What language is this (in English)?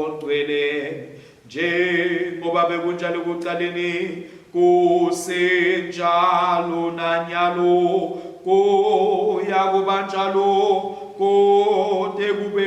Swati